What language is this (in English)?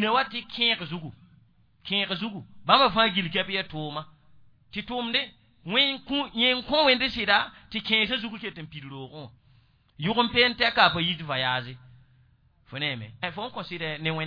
Mossi